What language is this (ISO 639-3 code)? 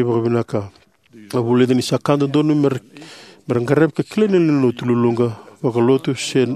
fij